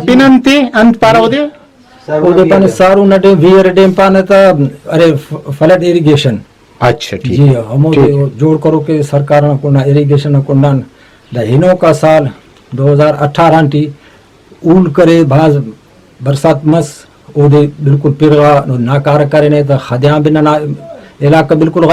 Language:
Brahui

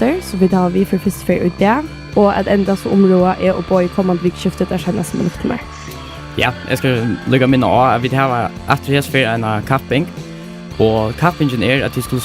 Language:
Faroese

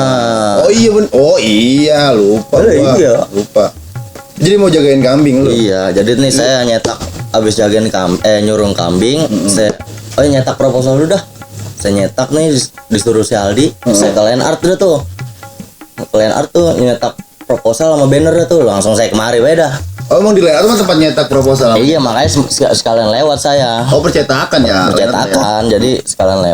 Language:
Betawi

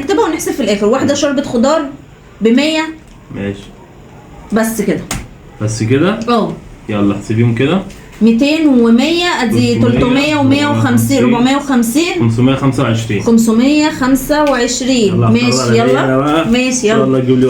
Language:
Egyptian Arabic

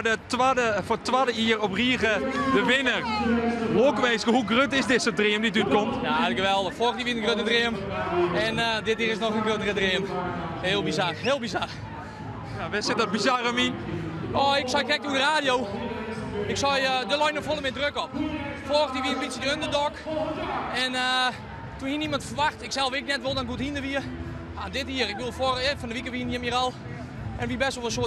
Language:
Western Frisian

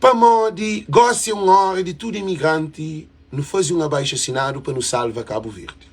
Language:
Kabuverdianu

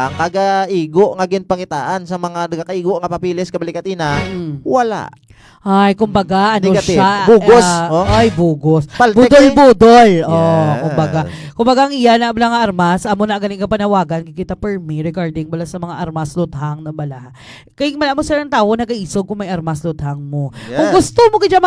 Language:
Hiligaynon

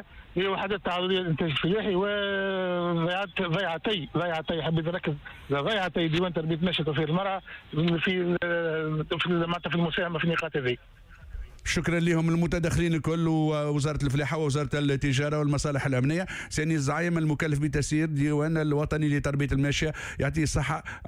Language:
Tunisian Arabic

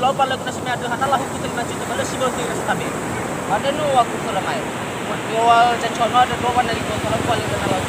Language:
Nias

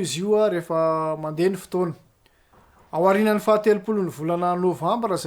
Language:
Malagasy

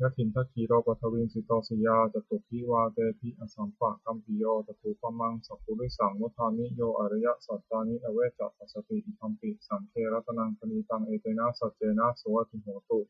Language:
Pali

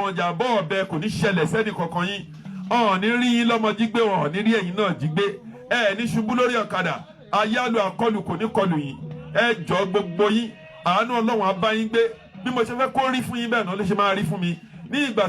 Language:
Yoruba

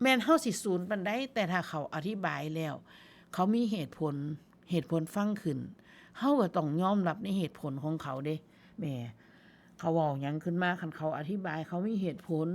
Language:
Northeastern Thai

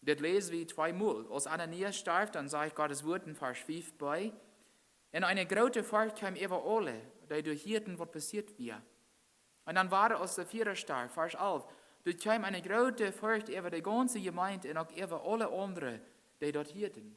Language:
Plautdietsch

